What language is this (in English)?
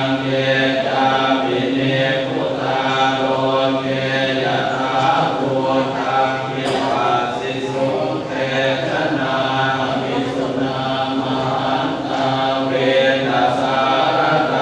Pali